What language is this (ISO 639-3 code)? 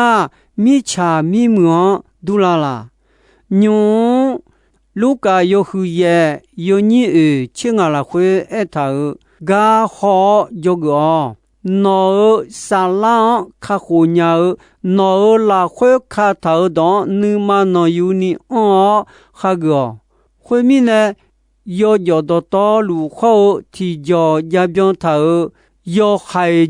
ahk